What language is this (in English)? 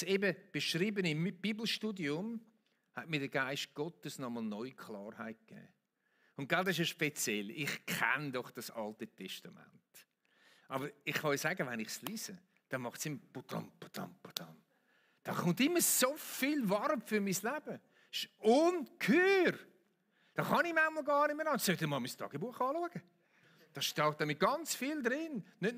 Swiss German